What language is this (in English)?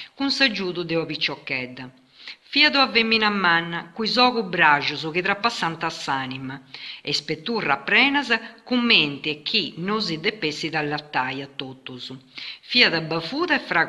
Sardinian